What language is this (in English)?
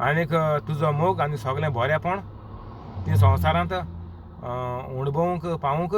Konkani